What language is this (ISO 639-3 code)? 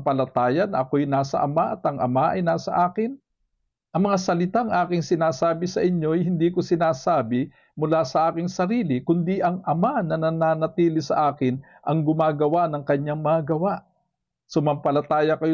fil